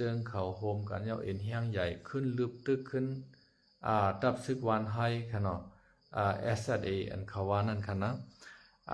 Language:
Shan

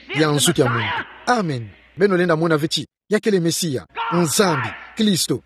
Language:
Kituba (Democratic Republic of Congo)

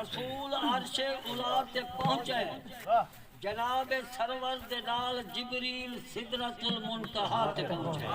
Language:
Saraiki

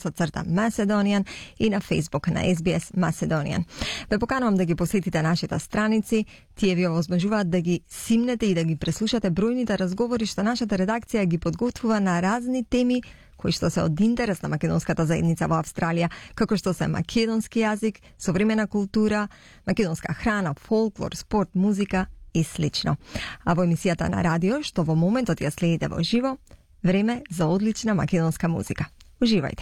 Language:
Macedonian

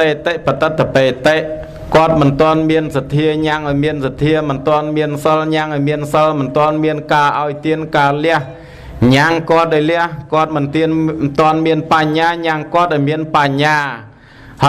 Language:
Khmer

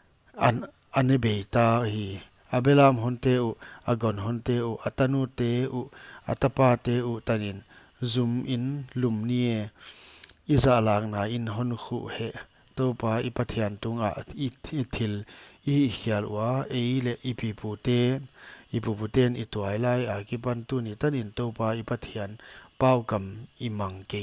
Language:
Paite Chin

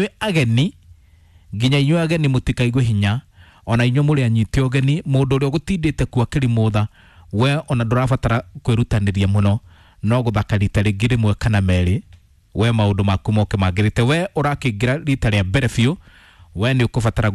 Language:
Kikuyu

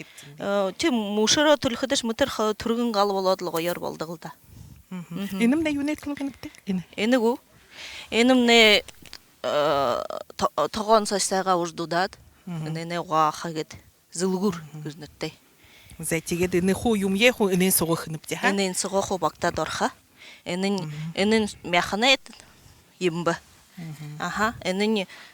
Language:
Buriat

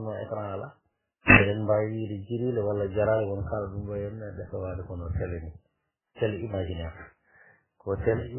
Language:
Fula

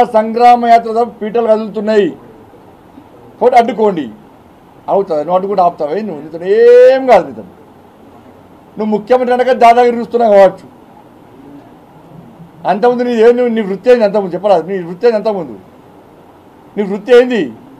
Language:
Telugu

